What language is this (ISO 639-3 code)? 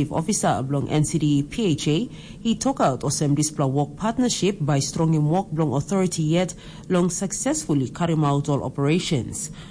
tpi